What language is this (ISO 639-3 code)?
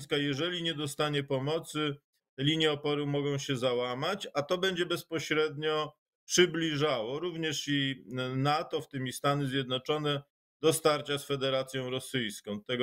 pol